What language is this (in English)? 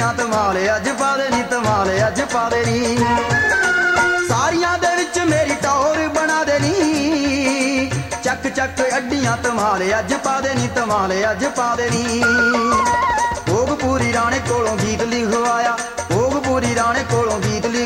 Punjabi